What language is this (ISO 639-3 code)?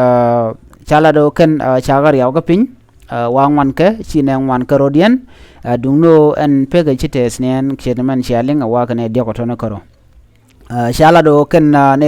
nus